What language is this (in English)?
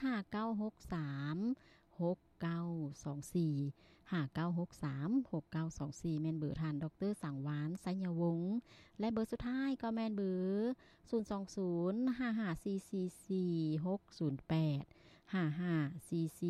Lao